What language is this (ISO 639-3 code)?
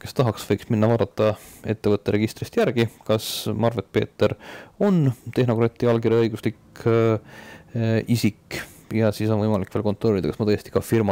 est